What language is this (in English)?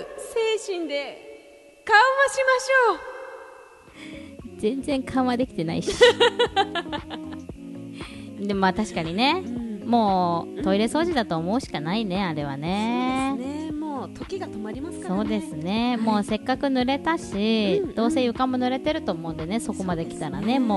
Japanese